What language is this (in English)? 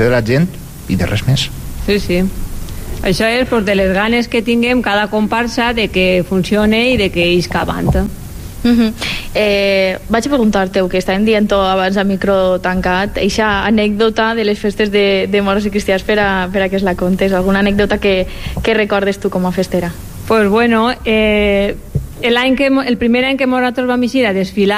Catalan